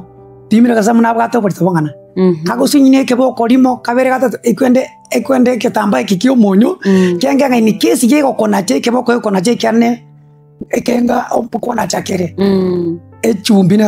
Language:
Gusii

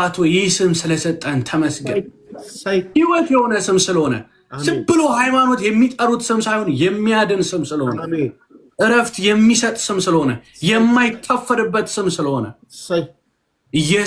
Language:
Amharic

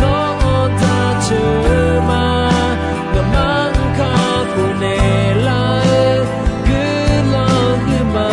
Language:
Akha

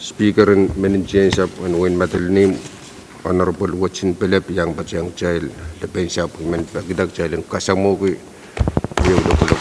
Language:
Pohnpeian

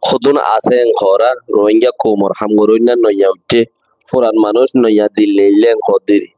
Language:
Rohingya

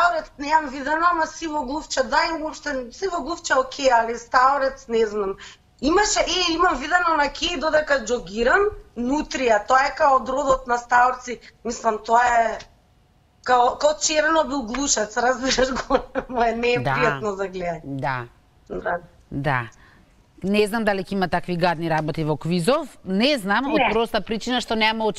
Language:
Macedonian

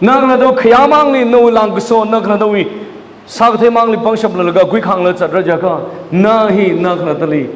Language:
Tangkhul Naga (India)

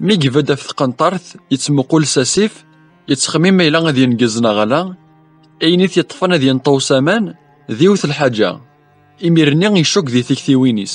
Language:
Kabyle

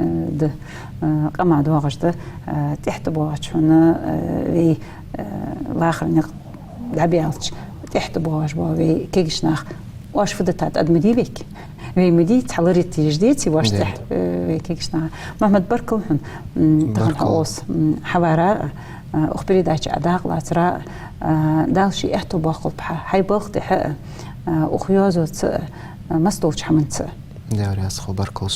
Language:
Ingush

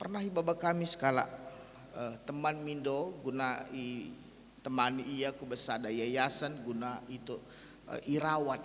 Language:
Batak Karo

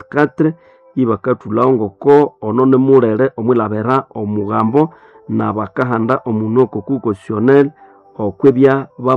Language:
Nande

